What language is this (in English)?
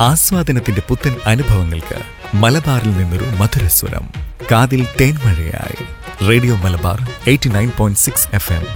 Malayalam